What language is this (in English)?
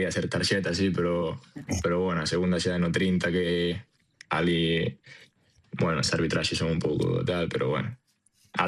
Galician